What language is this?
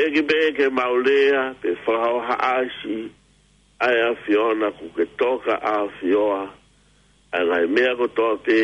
Tongan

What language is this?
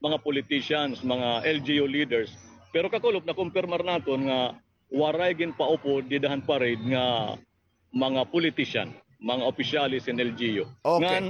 Waray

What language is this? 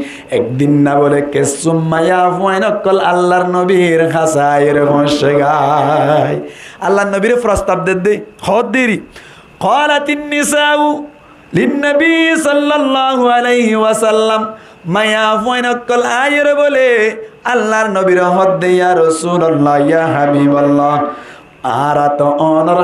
Rohingya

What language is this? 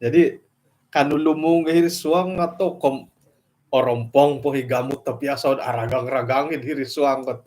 Central Dusun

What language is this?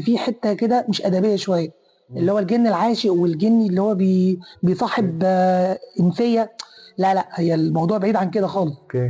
Egyptian Arabic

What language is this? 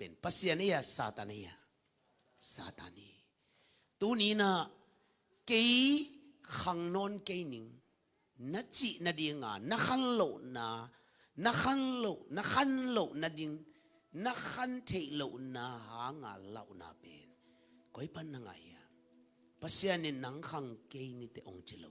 Tedim Chin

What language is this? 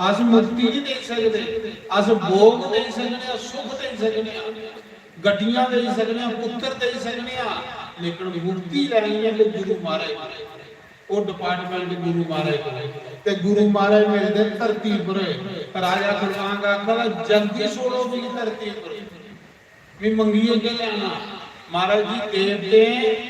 Dogri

